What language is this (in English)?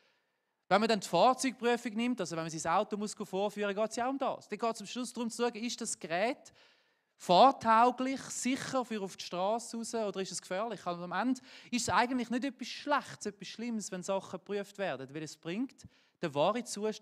Swiss German